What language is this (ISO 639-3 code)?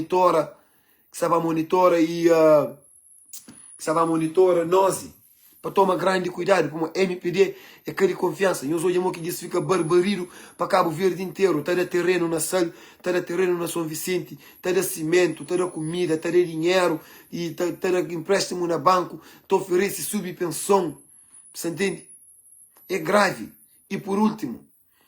kea